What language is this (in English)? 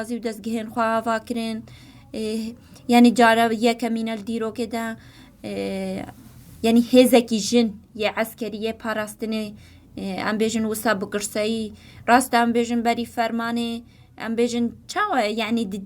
Kurdish